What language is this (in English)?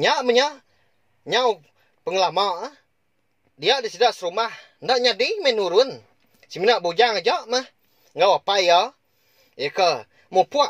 Iban